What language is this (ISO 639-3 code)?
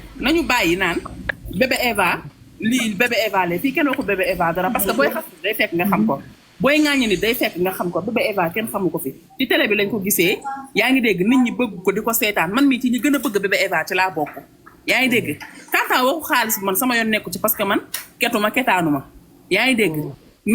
wol